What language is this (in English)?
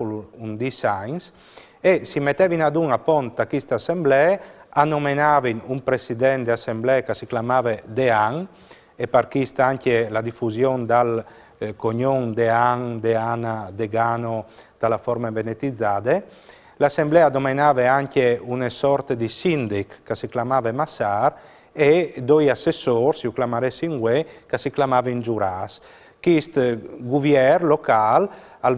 Friulian